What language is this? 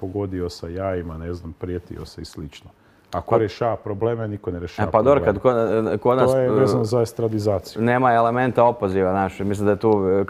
Croatian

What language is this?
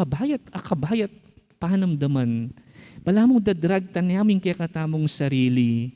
Pampanga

